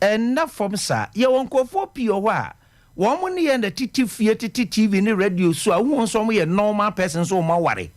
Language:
Akan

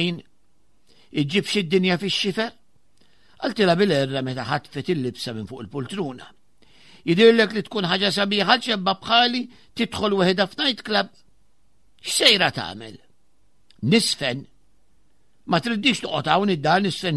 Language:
Maltese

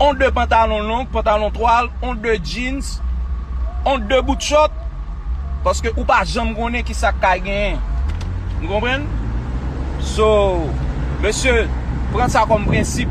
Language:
Haitian Creole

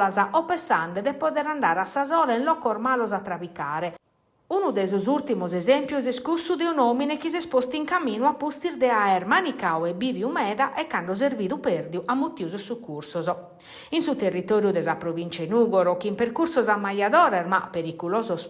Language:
Sardinian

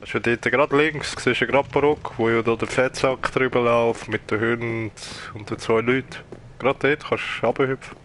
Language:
Swiss German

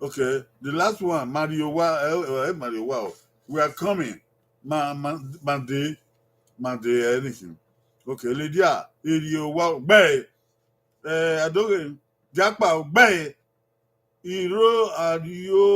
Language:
Bini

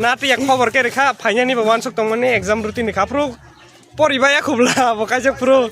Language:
Kok Borok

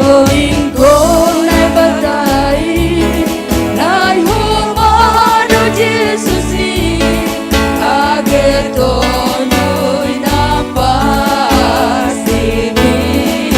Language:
Batak Simalungun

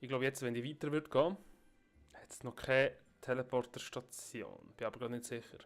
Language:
Swiss German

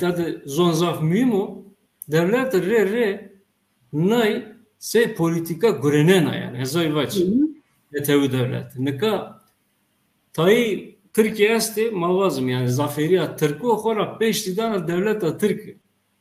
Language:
Zaza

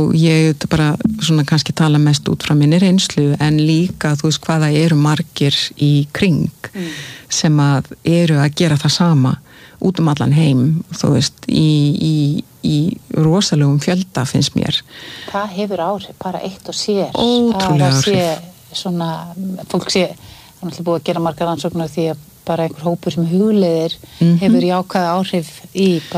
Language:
Icelandic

